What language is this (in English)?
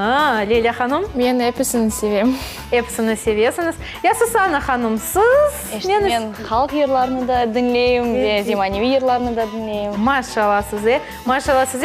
Crimean Tatar